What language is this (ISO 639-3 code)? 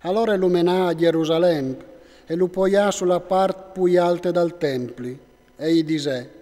fur